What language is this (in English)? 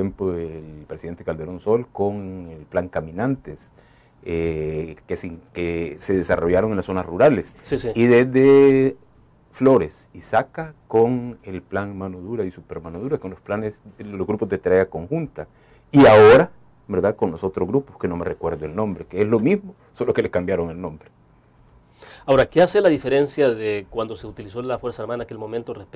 Spanish